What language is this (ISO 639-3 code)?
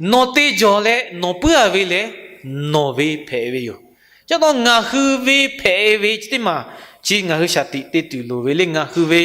lhu